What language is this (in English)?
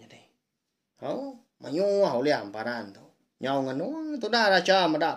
Iban